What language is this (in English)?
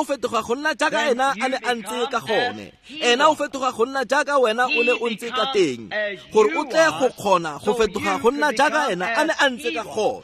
Tswana